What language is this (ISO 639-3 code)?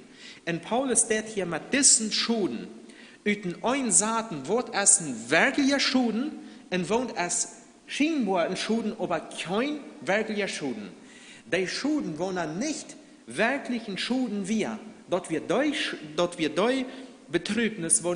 pdt